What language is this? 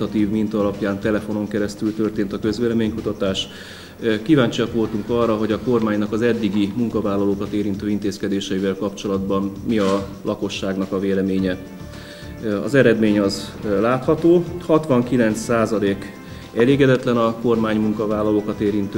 Hungarian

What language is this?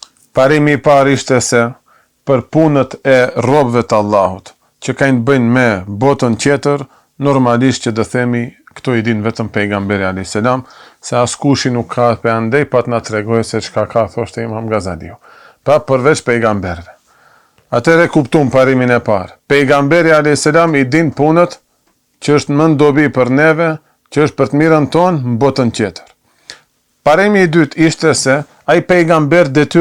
Albanian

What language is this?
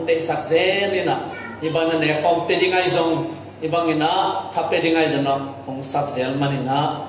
Tedim Chin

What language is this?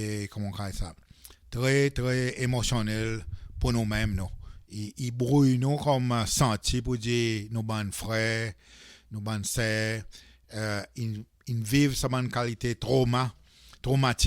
Seselwa Creole French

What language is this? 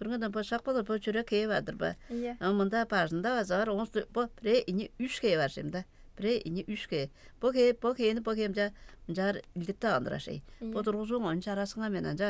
Tuvinian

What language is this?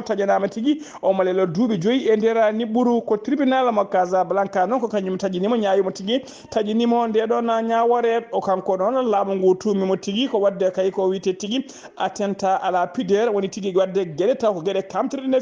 Fula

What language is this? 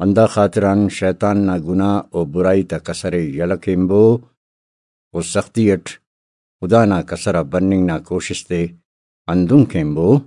Brahui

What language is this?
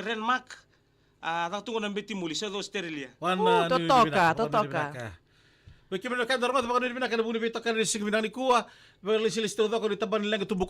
Fijian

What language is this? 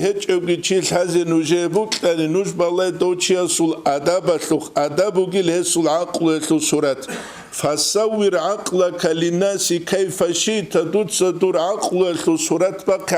Avaric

